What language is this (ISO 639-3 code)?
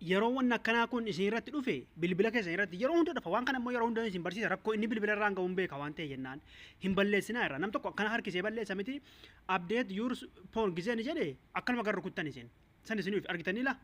orm